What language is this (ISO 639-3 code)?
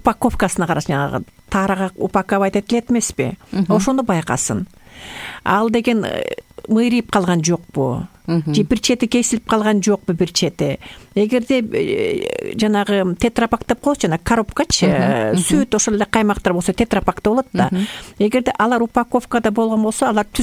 kir